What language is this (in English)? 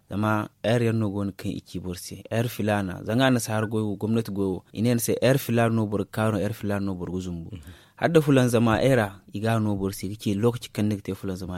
Zarma